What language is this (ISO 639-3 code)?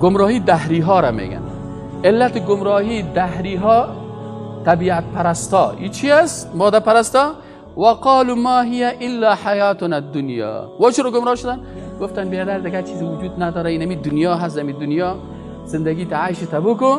fas